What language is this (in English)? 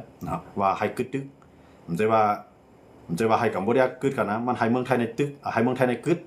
Shan